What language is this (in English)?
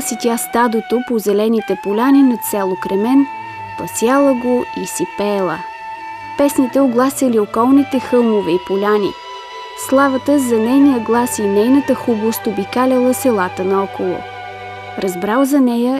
Bulgarian